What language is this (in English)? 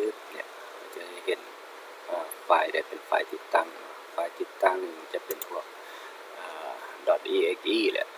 Lao